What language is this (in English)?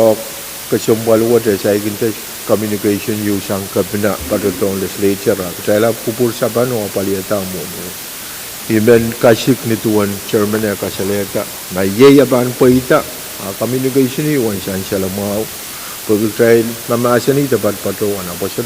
Pohnpeian